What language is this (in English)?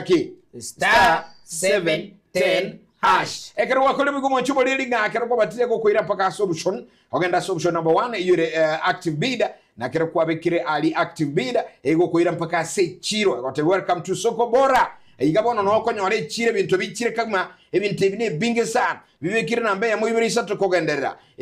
Gusii